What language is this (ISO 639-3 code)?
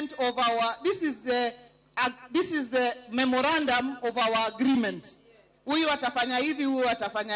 luo